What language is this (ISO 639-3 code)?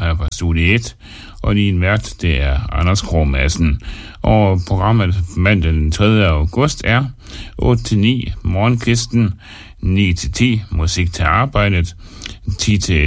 dan